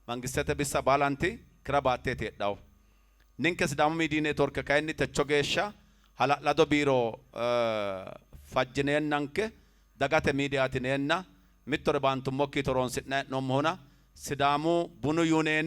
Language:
Sidamo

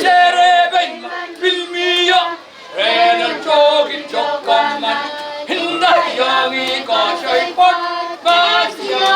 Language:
Pohnpeian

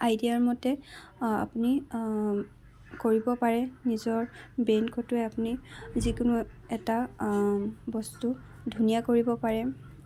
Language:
Assamese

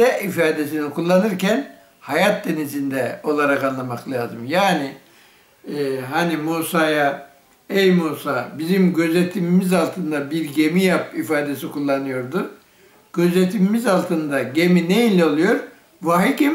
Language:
Turkish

